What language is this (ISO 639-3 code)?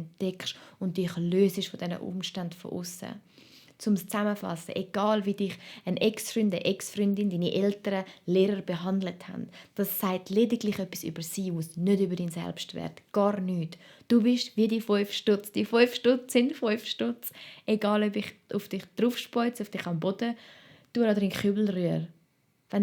gsw